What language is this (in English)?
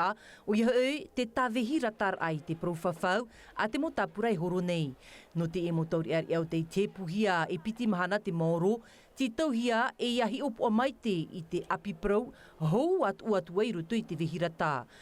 Tahitian